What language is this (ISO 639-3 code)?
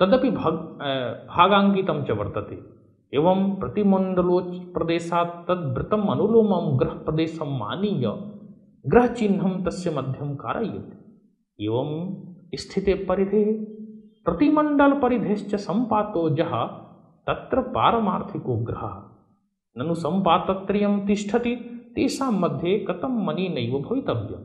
san